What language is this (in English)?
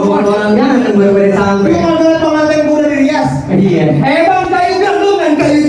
Betawi